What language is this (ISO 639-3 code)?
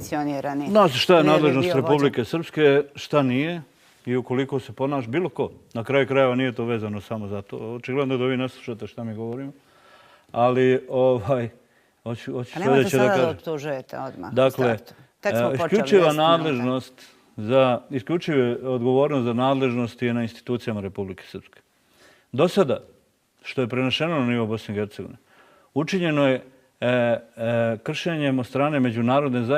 bos